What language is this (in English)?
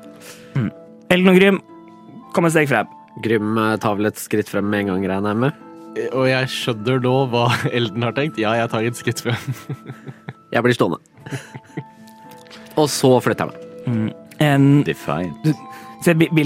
Norwegian